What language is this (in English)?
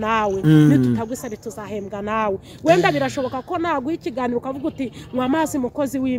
Kinyarwanda